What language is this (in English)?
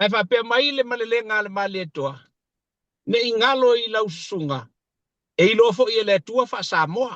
Samoan